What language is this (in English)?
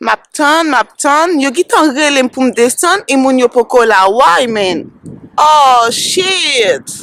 Haitian Creole